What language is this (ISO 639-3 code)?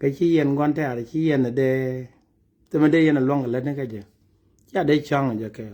nus